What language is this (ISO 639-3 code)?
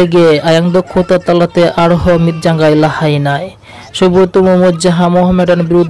sat